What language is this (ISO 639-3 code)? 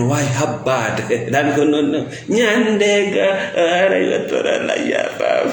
ful